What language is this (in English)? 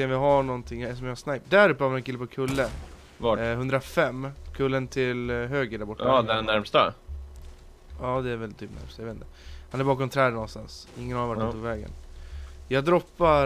Swedish